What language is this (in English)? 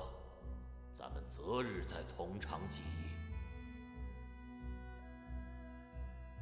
Chinese